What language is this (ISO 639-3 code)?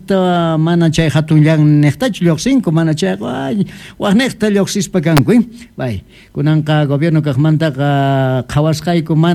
que